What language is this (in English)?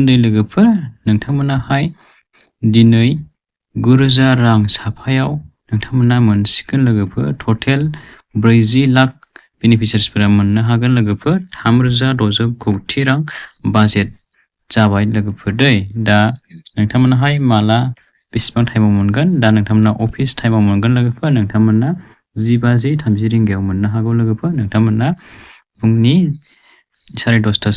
Bodo